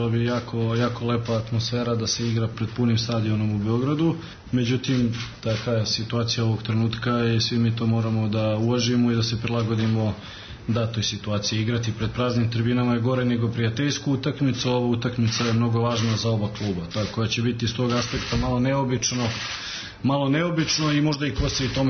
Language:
Serbian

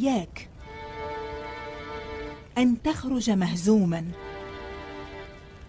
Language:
Arabic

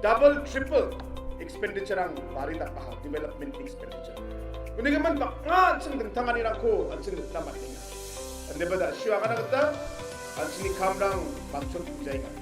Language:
Garo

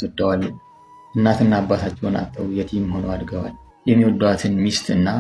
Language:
Amharic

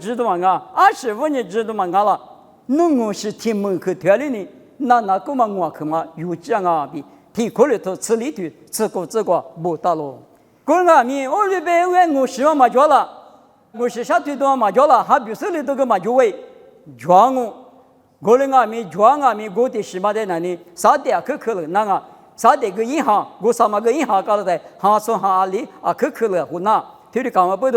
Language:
Lisu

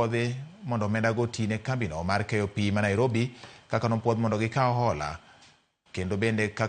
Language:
Luo (Kenya and Tanzania)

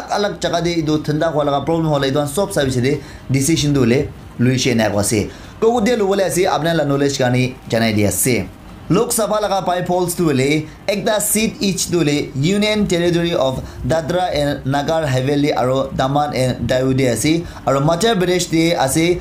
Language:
Naga Pidgin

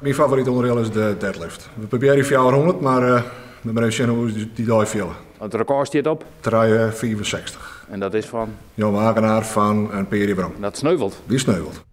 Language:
Western Frisian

